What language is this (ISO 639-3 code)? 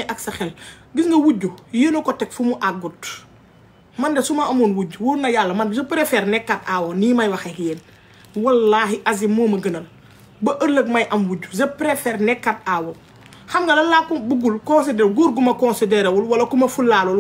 wol